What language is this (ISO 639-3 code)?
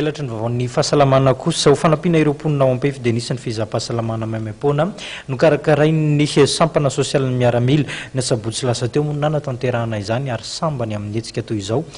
mlg